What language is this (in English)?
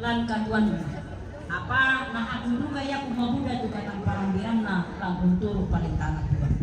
Toraja-Sa'dan